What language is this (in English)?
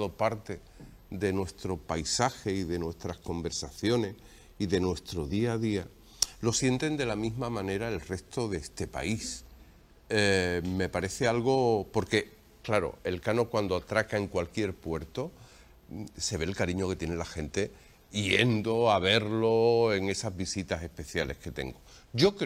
Spanish